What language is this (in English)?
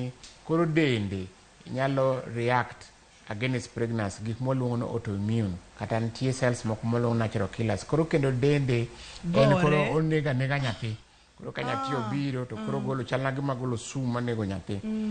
Luo (Kenya and Tanzania)